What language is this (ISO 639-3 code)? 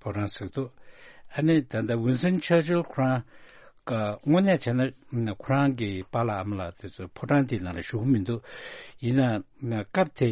bod